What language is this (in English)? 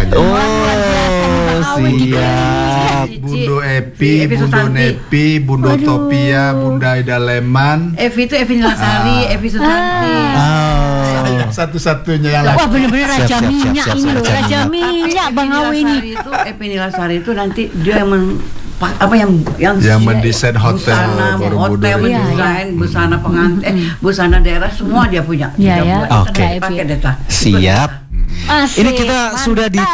Indonesian